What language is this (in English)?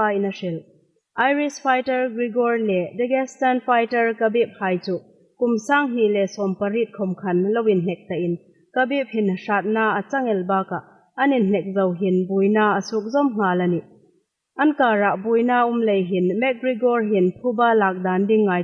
Hmar